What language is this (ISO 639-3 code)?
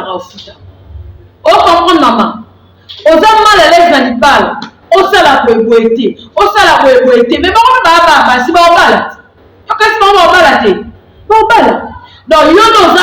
lin